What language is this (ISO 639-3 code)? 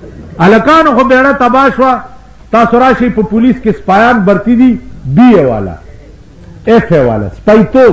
pus